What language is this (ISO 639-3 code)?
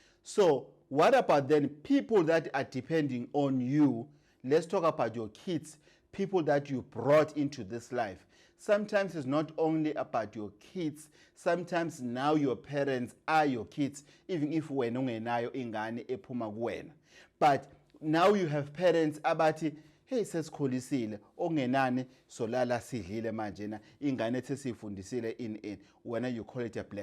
zul